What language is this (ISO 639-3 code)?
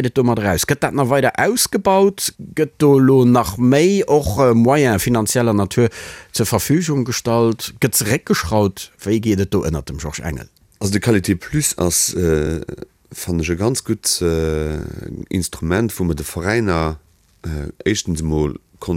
ltz